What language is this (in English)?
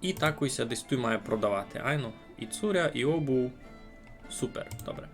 Rusyn